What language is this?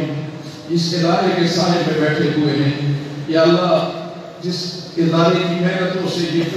Urdu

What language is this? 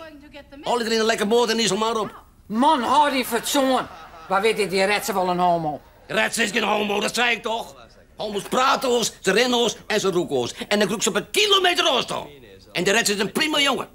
Western Frisian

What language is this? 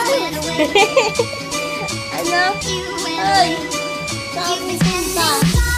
Filipino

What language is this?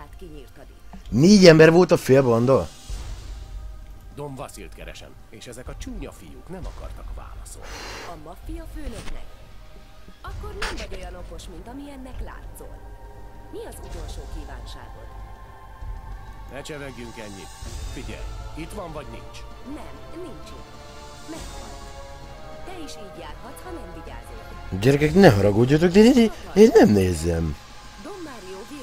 Hungarian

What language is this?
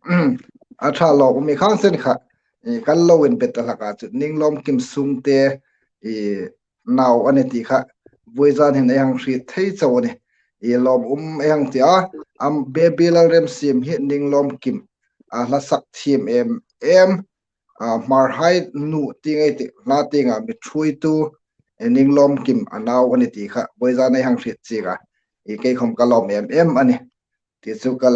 Hmar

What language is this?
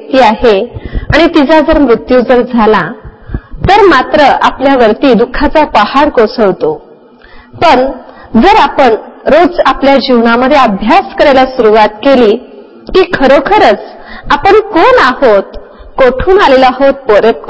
Marathi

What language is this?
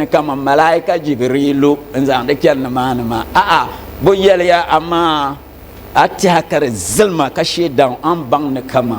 Dagbani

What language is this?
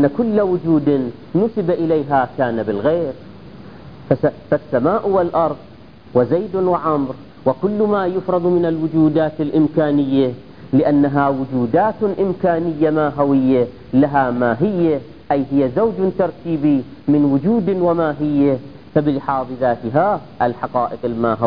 Arabic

